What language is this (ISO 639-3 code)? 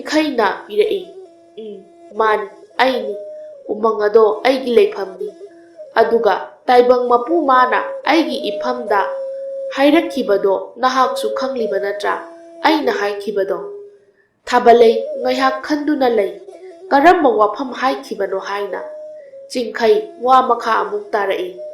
mni